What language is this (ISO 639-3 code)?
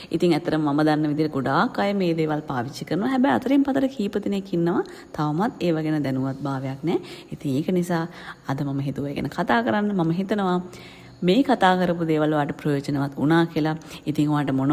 sin